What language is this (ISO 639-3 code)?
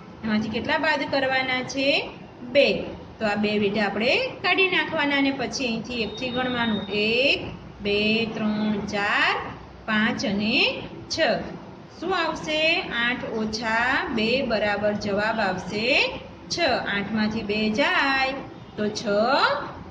guj